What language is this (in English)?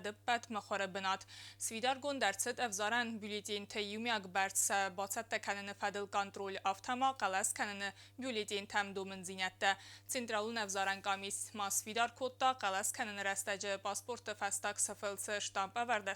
Ossetic